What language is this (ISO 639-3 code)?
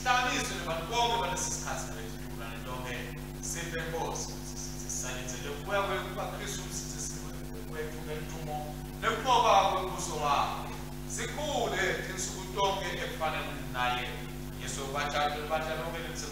ssw